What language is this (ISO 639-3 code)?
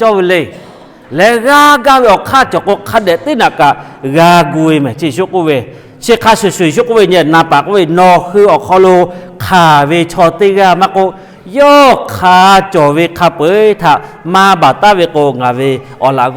lhu